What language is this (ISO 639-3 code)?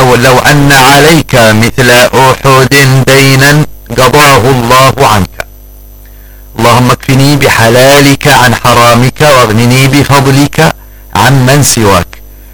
ara